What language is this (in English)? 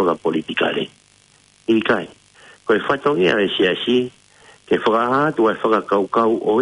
Tongan